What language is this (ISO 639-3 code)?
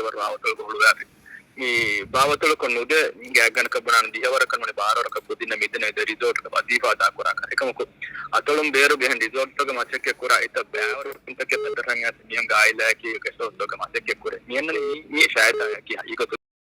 div